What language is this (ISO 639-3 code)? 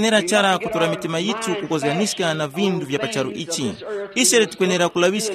tum